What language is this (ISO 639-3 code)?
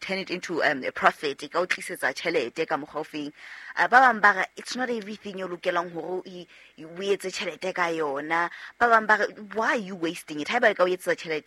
sot